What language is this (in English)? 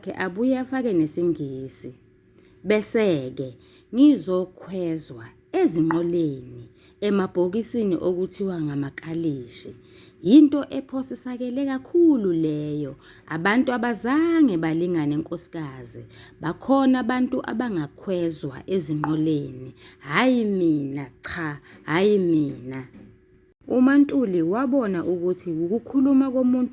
Zulu